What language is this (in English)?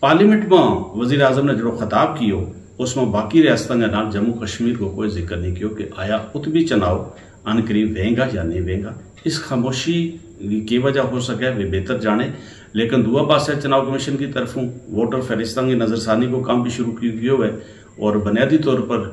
Gujari